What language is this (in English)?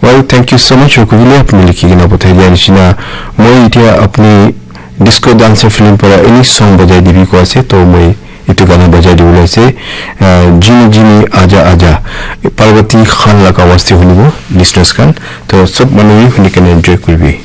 Naga Pidgin